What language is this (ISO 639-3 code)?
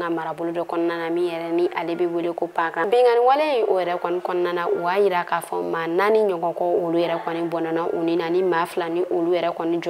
bam